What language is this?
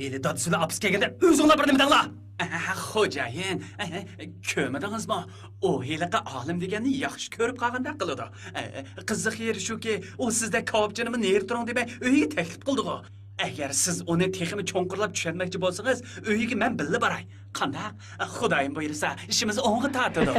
Uyghur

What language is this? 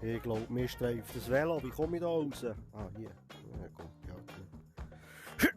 Swiss German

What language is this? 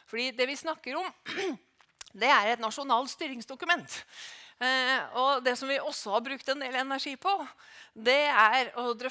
Norwegian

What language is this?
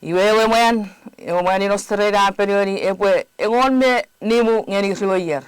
Chuukese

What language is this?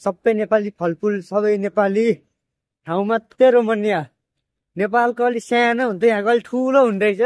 Nepali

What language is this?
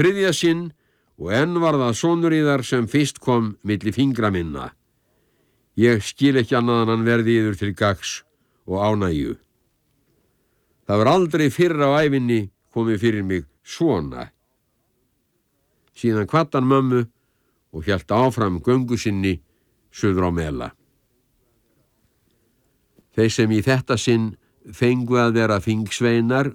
Icelandic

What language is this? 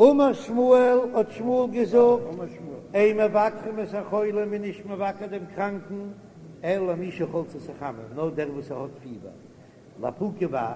Yiddish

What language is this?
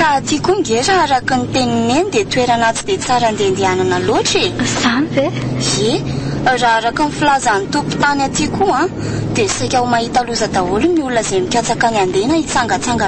Malagasy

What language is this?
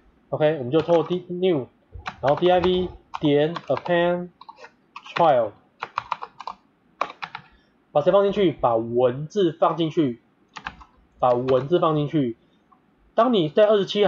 Chinese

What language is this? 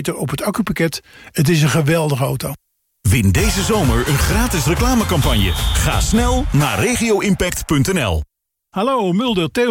Dutch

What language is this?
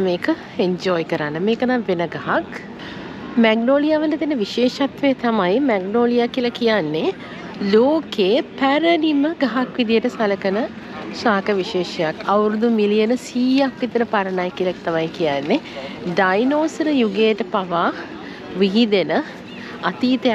Sinhala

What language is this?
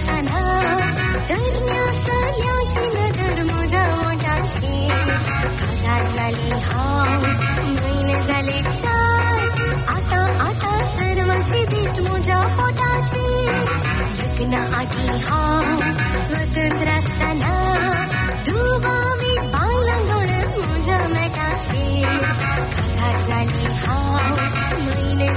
Marathi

